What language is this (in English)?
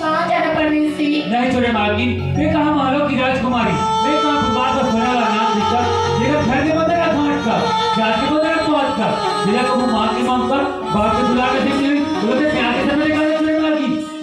Chhattisgarhi